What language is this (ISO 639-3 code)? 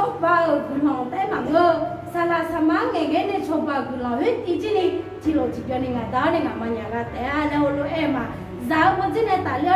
ahk